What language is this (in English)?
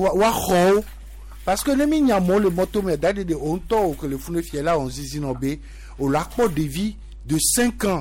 Gen